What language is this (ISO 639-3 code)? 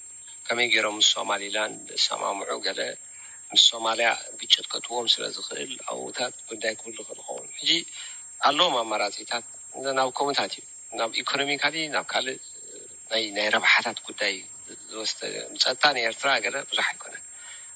tir